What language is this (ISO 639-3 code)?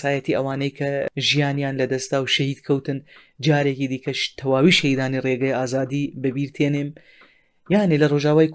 ckb